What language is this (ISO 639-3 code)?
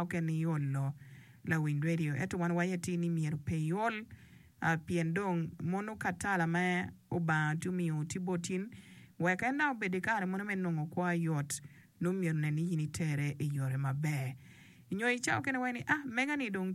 ach